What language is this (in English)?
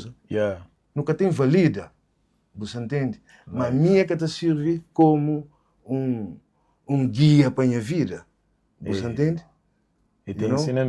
Kabuverdianu